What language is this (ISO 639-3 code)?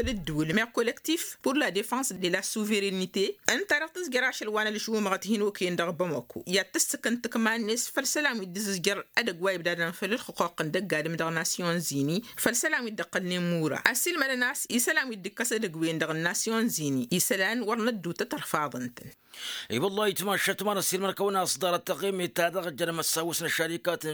taq